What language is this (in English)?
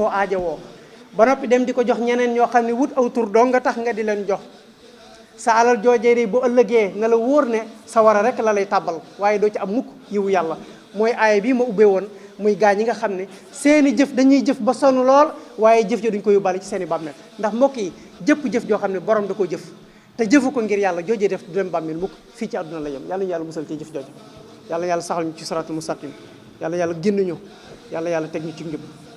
Wolof